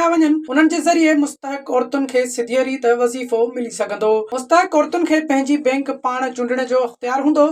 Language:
Sindhi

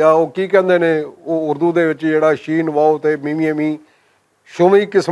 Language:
Western Panjabi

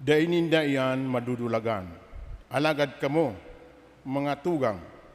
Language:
Bikol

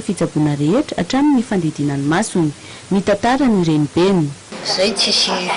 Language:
Malagasy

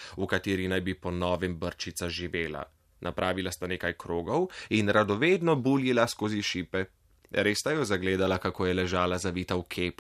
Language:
Slovenian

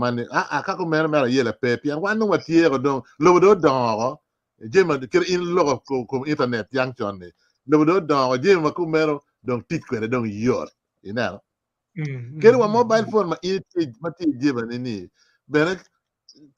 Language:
Acoli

